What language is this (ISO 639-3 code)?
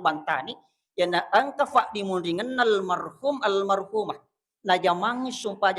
bug